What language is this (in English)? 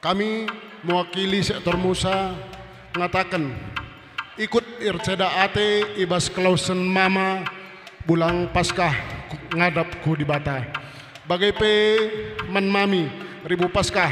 Batak Karo